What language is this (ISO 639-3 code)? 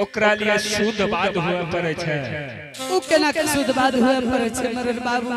anp